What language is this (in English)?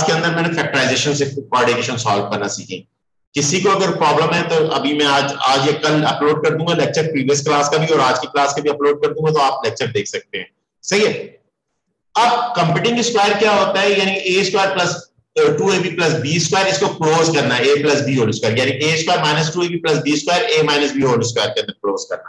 Hindi